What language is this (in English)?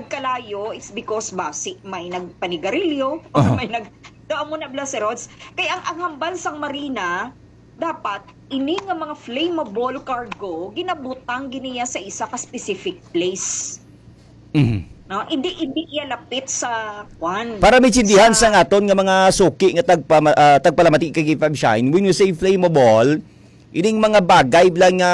Hiligaynon